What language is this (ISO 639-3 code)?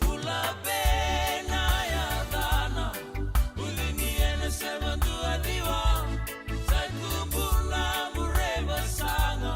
fij